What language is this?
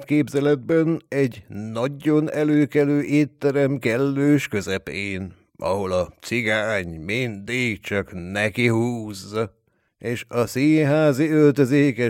Hungarian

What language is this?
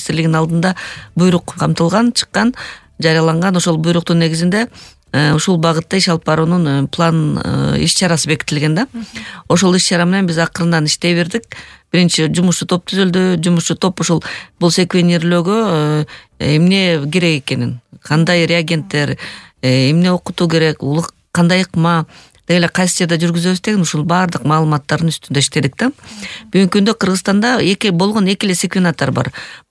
Kyrgyz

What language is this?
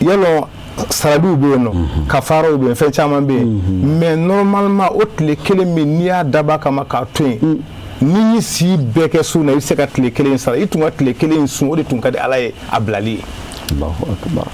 Bambara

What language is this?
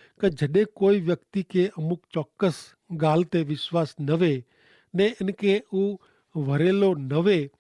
Kachhi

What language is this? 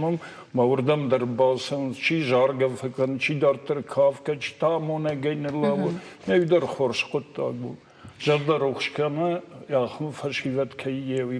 Ossetic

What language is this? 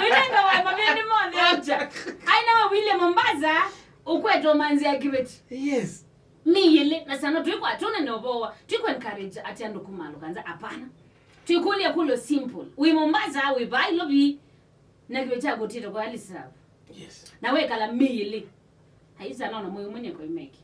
Kamba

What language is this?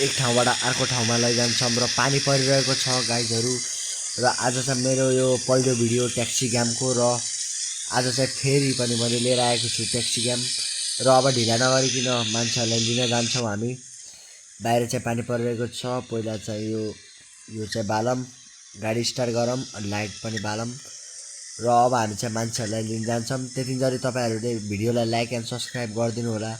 Nepali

